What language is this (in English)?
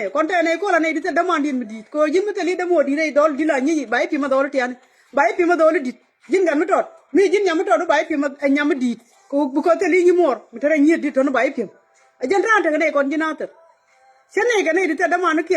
Nuer